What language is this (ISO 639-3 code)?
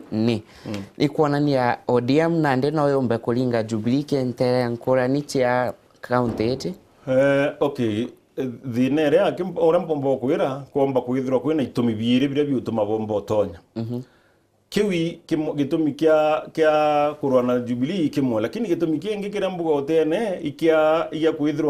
mer